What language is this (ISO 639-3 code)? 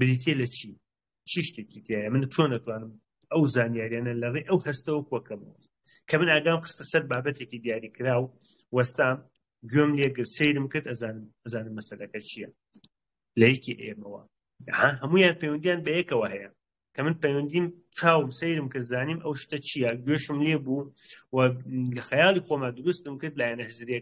ckb